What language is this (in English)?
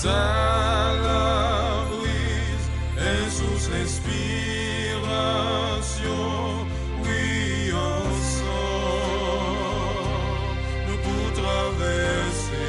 Seselwa Creole French